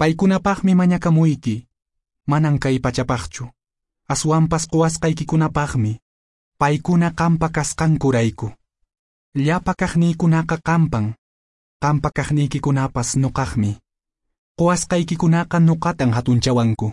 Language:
Quechua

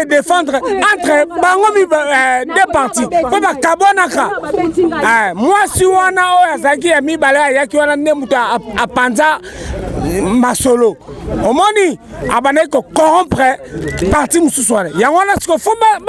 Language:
Lingala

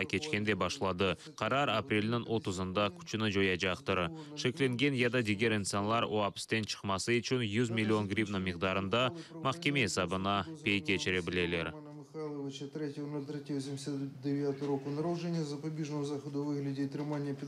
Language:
Crimean Tatar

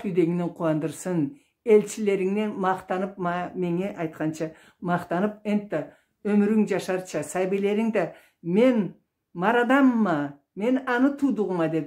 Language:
Karachay-Balkar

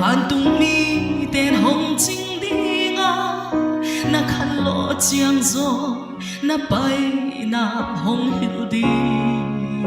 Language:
Paite Chin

